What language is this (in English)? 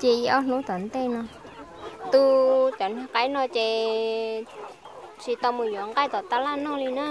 Hmong